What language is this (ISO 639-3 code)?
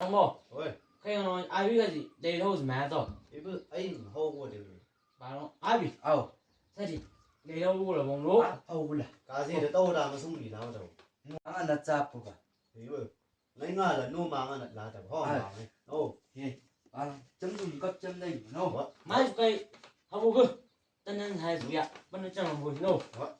nbc